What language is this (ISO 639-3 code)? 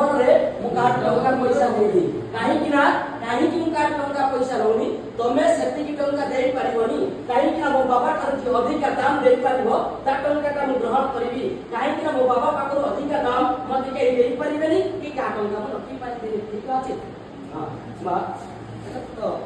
ori